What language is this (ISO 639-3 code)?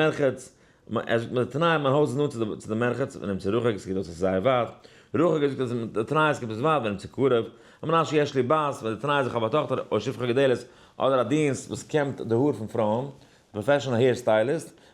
yid